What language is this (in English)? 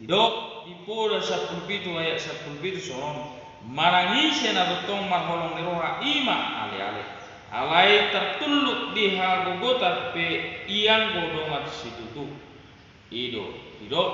Batak Toba